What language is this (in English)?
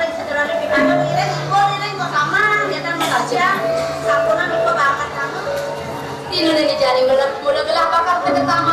Balinese